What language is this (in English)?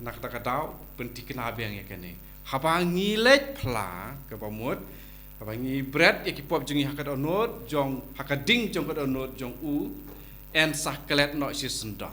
Khasi